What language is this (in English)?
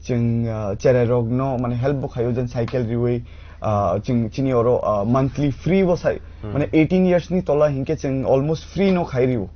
Kok Borok